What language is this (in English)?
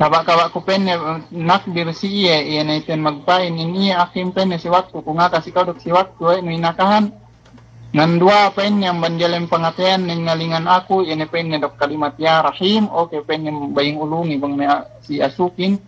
Yakan